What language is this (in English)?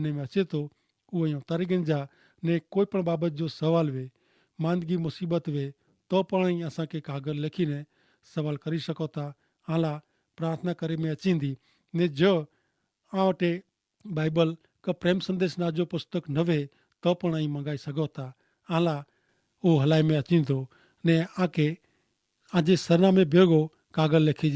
Kachhi